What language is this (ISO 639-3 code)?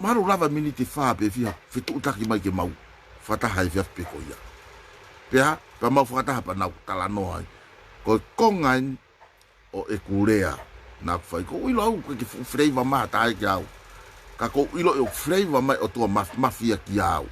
ton